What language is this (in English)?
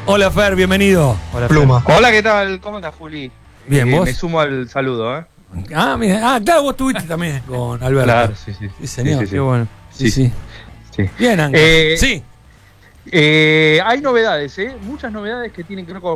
Spanish